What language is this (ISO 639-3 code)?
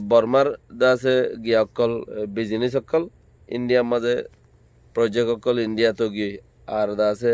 rhg